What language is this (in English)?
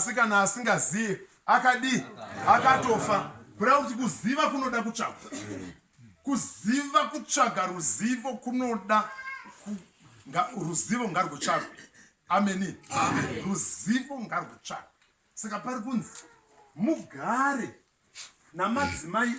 Shona